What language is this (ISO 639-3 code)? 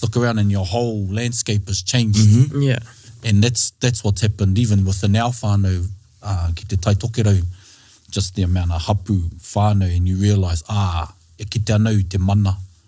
mri